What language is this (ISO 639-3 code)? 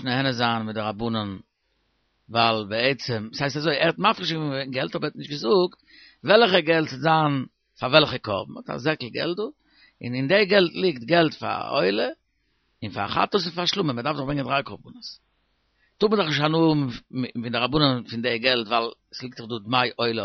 yid